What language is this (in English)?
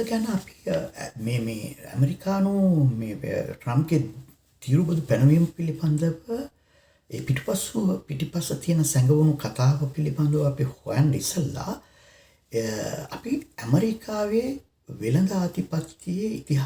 Sinhala